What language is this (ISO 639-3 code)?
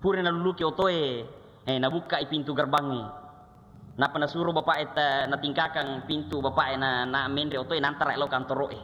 bug